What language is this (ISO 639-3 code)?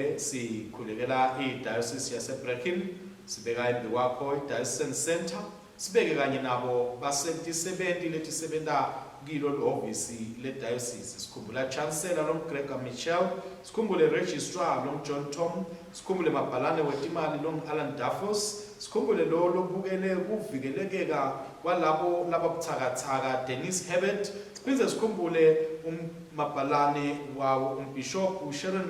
ssw